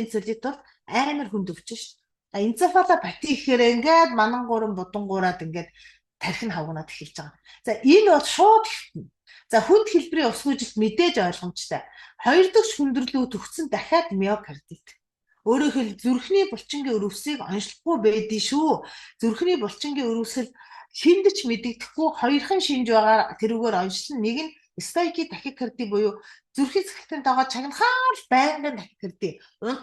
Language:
Mongolian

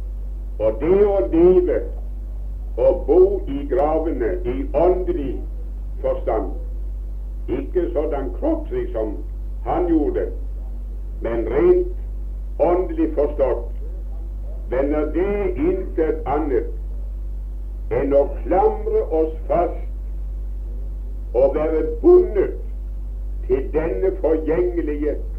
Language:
Norwegian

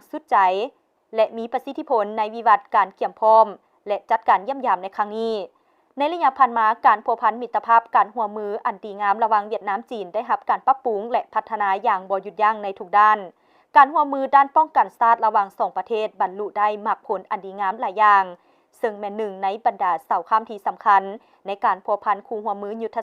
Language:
Lao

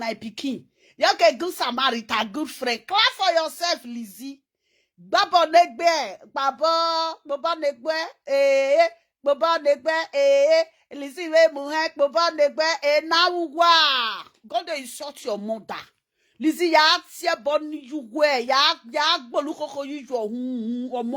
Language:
Nigerian Pidgin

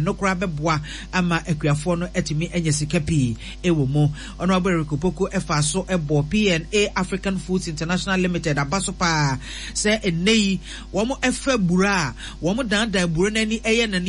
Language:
Akan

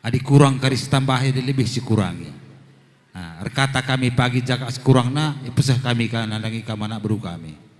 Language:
Batak Karo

